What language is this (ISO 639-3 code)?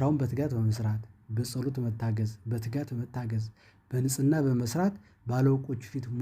amh